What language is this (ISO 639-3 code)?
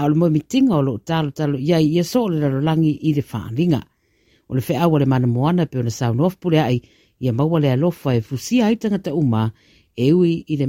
smo